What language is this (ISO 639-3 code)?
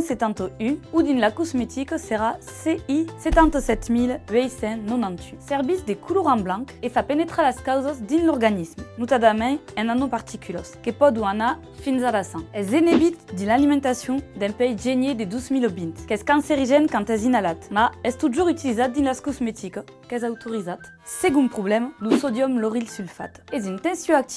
oci